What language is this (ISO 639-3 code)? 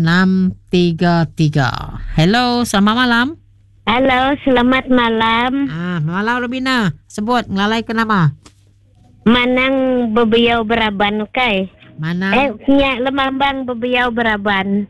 iba